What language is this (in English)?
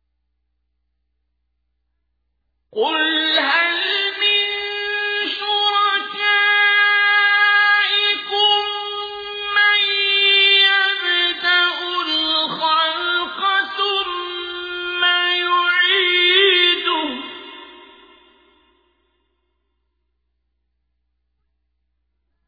Arabic